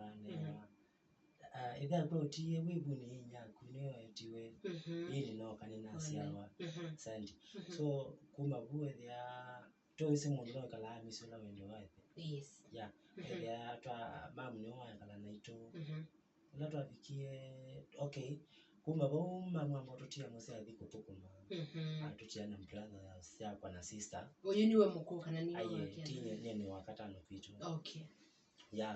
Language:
Kamba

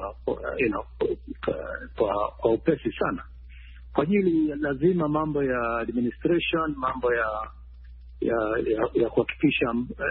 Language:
Swahili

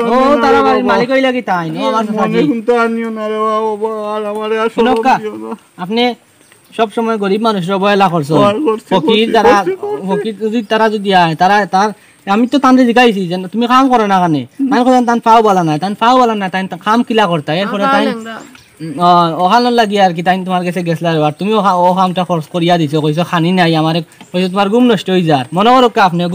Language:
Sylheti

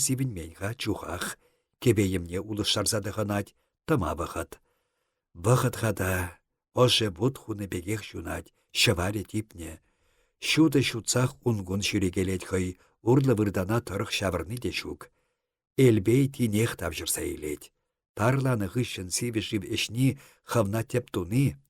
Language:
Chuvash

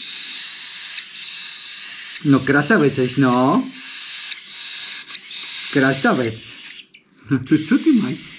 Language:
Czech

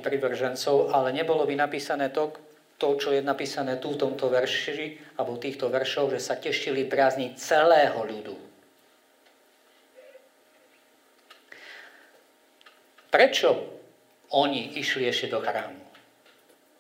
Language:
Slovak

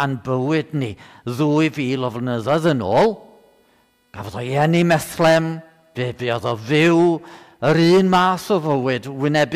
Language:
Welsh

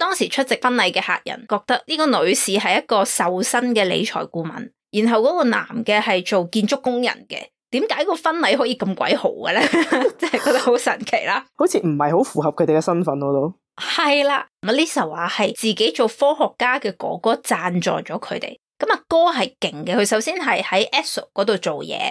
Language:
Cantonese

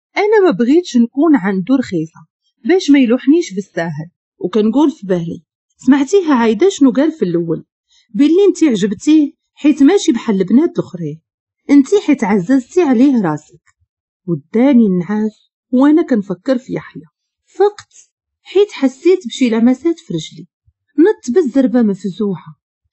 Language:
Moroccan Arabic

